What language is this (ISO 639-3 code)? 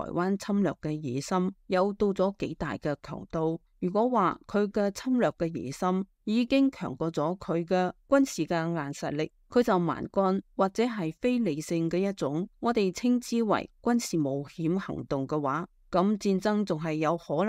yue